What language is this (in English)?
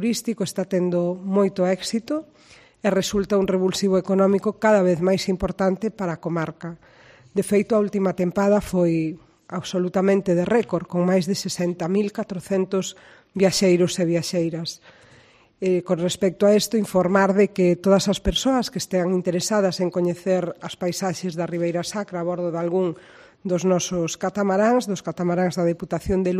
Galician